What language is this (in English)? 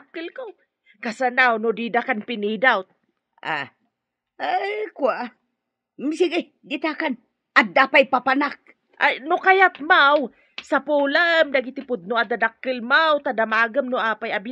Iloko